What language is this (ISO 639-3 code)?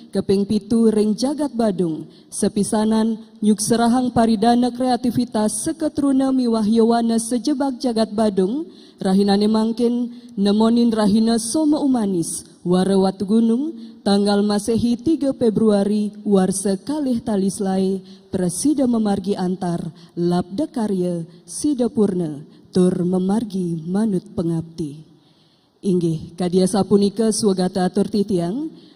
ban